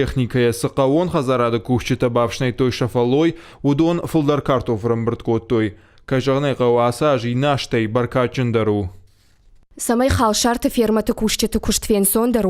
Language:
Ossetic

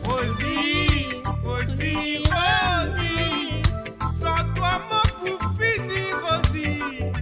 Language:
Morisyen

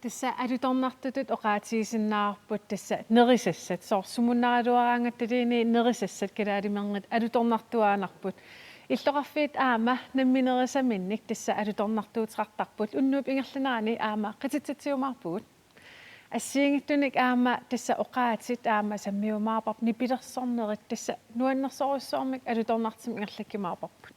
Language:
Kalaallisut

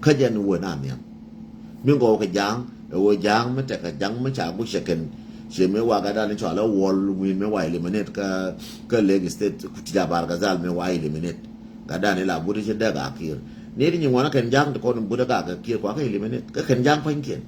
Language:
Nuer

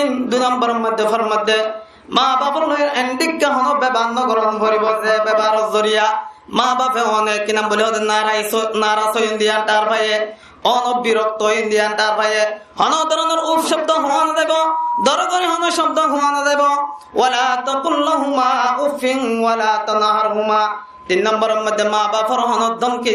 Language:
Rohingya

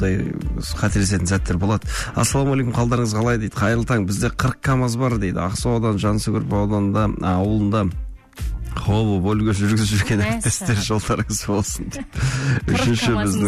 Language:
Kazakh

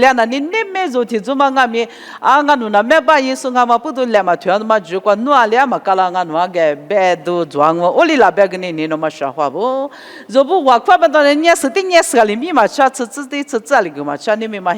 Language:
Lisu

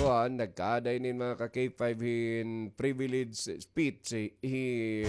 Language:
Waray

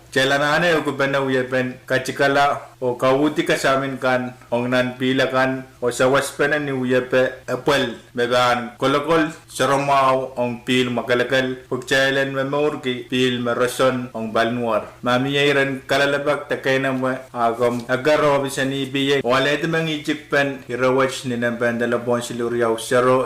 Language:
Pohnpeian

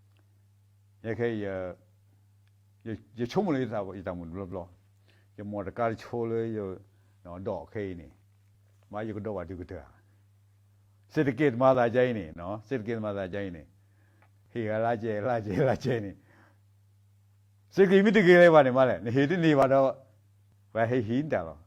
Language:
S'gaw Karen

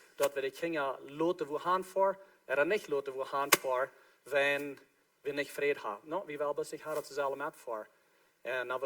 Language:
Plautdietsch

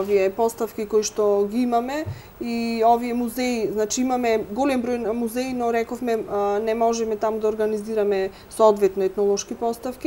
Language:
Macedonian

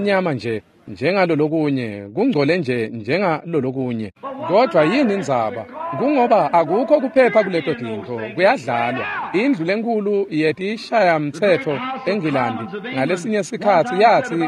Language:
Swati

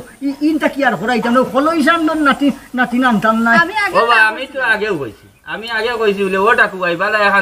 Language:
Sylheti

